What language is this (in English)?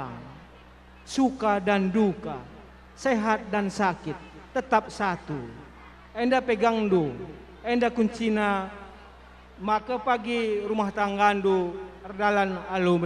Batak Karo